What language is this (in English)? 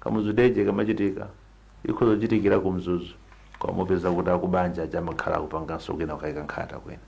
Nyanja